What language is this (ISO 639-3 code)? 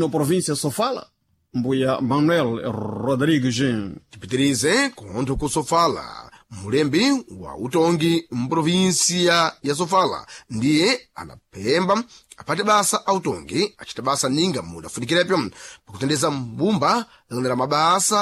seh